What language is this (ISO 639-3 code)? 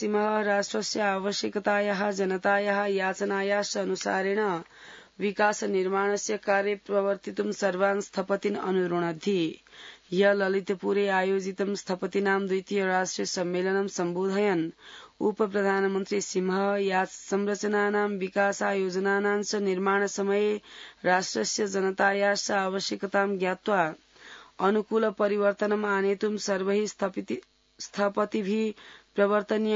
san